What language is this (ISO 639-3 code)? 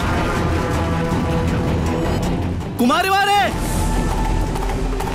mal